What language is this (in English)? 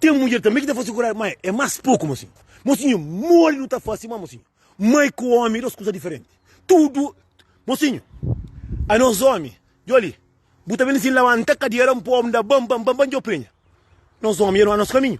Kabuverdianu